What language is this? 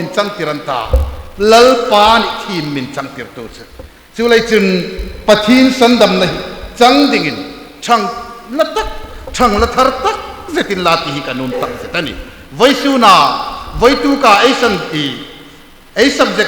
Hmar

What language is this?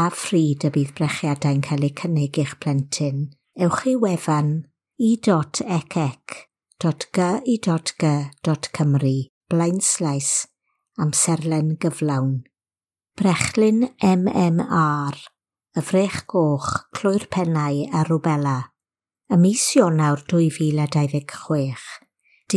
Welsh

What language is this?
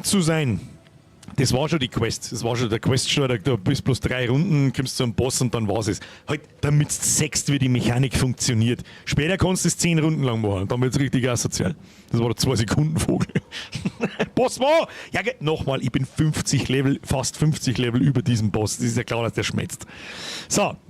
Bavarian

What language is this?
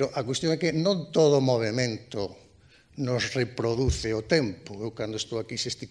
Galician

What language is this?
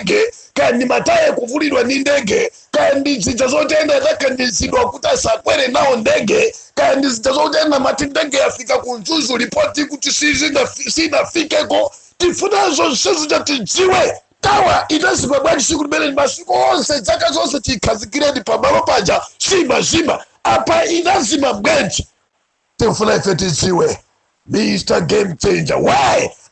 Nyanja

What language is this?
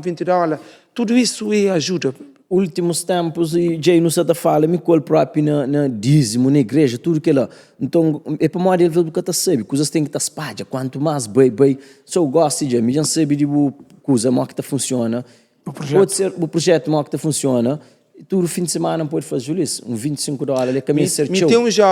Kabuverdianu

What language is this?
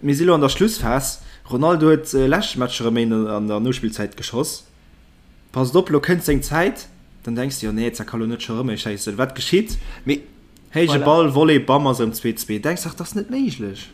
Luxembourgish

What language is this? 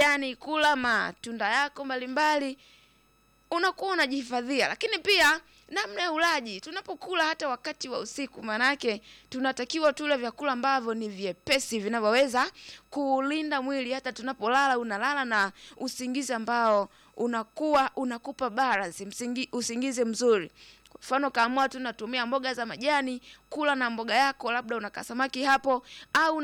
Swahili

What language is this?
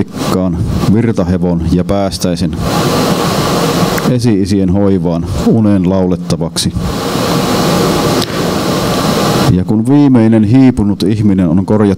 Finnish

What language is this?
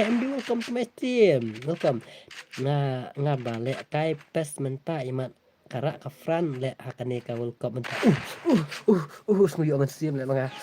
Khasi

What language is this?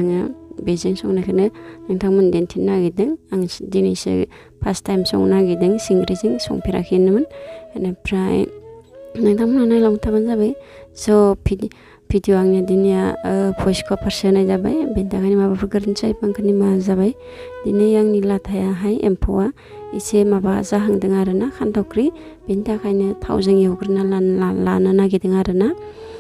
Bodo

